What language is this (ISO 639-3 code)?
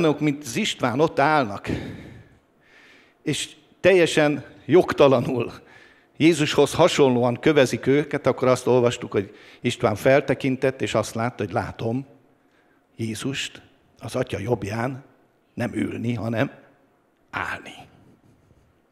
hun